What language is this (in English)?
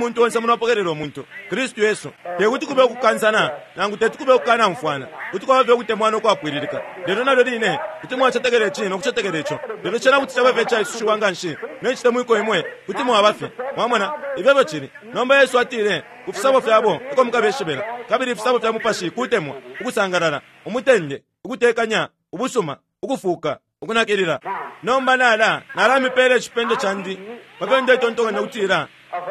Bemba